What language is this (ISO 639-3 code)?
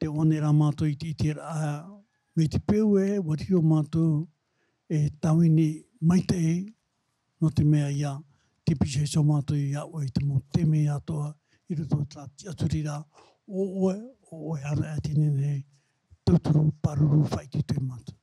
tah